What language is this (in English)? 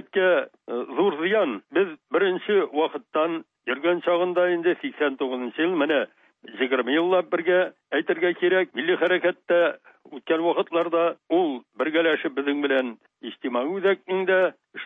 Tatar